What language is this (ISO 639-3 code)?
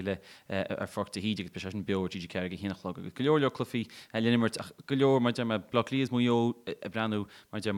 gle